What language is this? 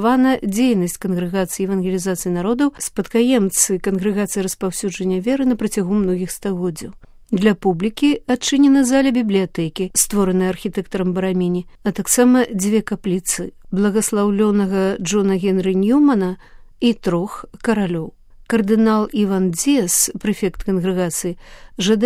Belarusian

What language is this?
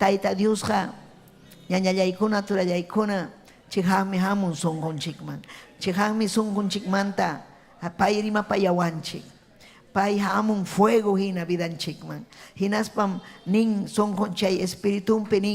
Ayacucho Quechua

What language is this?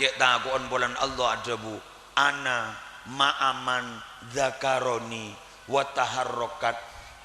Madurese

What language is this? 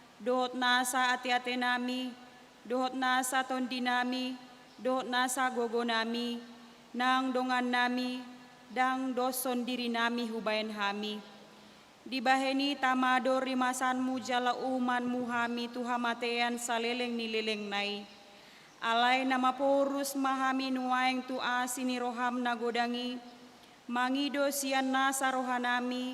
Batak Toba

